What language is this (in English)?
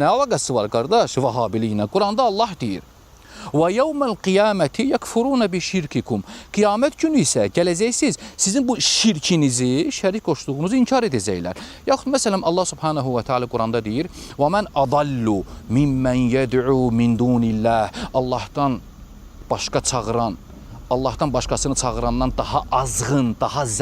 Azerbaijani